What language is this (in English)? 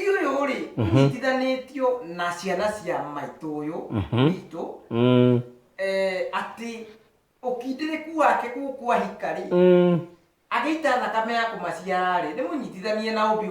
Kikuyu